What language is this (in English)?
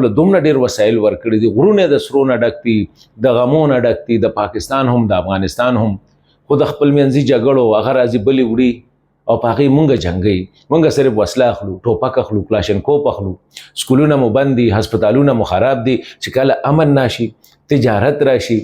Pashto